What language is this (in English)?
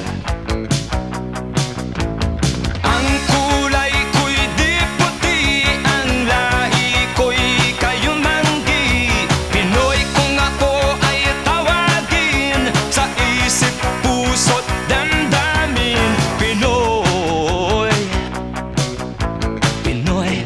Filipino